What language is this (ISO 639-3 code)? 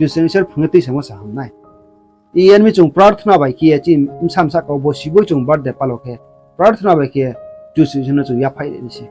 ria